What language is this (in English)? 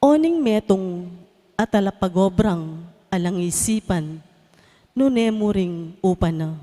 Pampanga